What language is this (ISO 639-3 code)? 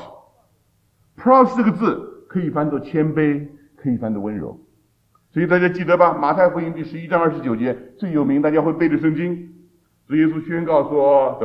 zho